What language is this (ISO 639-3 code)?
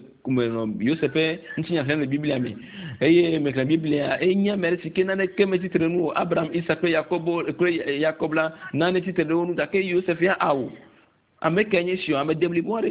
ewe